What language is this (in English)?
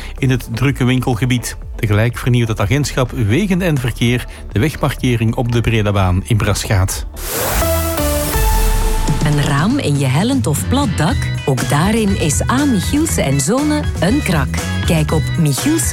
Dutch